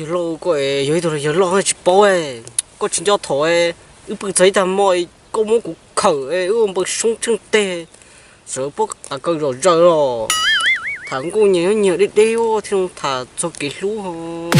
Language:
Hmong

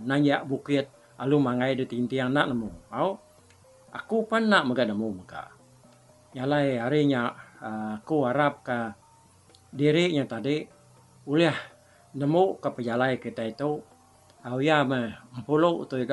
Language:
Iban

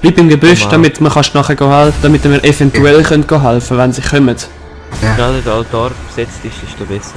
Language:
Swiss German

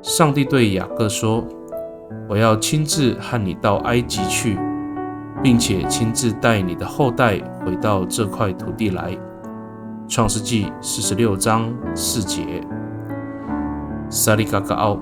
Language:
Amis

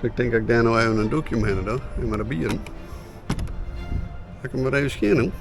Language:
Western Frisian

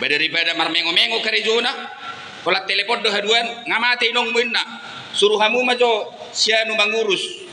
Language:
Batak Toba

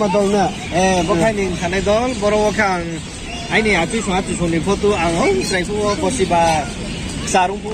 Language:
Riang (India)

